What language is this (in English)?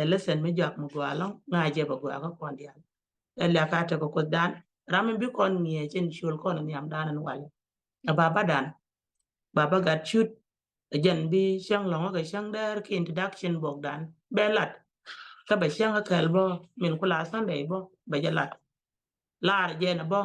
Nuer